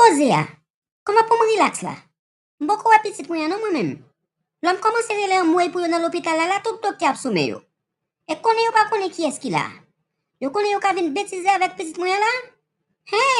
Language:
Haitian Creole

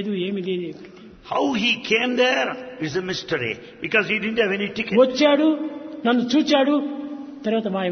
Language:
Telugu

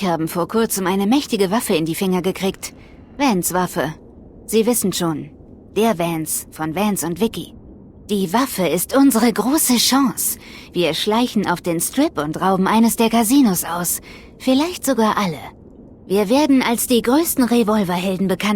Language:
Bavarian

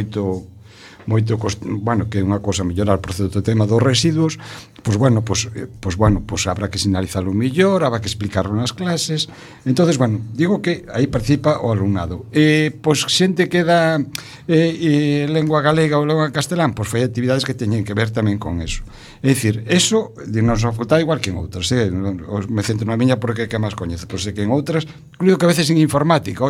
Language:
Galician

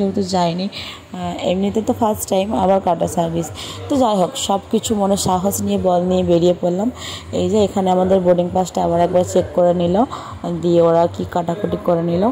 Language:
Bangla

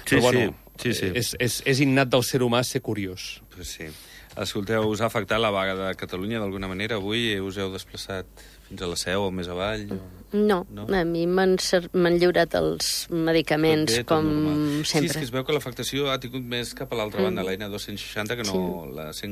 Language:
Catalan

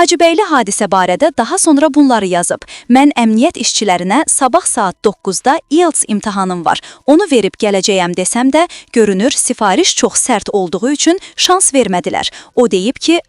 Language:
Azerbaijani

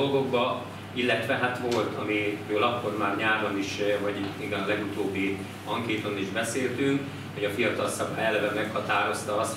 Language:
Hungarian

